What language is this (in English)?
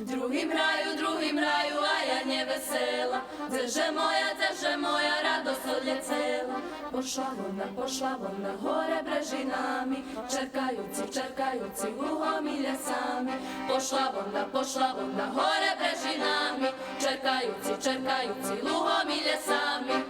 Rusyn